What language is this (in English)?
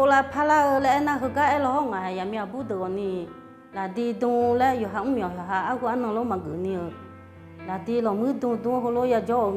Akha